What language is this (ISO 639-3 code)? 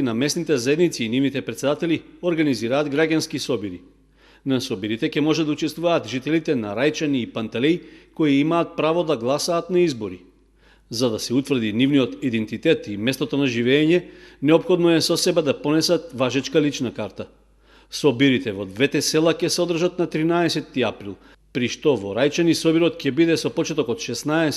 mkd